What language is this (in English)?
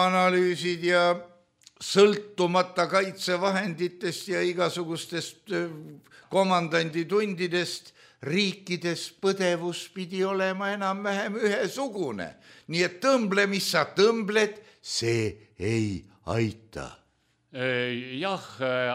Estonian